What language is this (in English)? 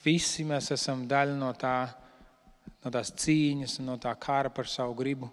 Latvian